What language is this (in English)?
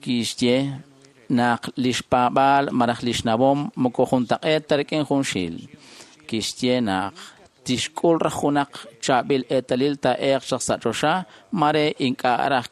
Kekchí